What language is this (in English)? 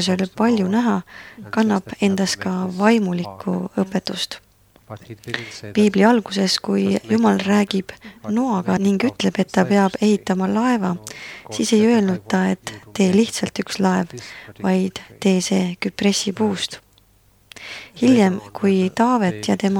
Estonian